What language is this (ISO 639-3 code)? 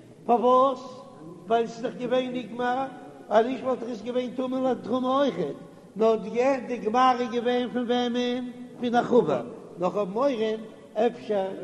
yid